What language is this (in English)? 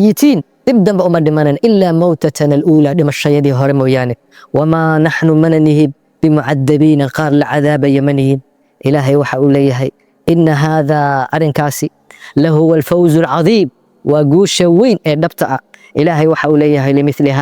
Somali